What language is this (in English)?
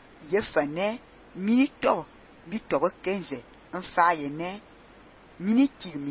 Fang